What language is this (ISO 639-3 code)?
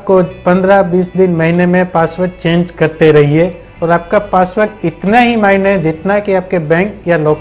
hin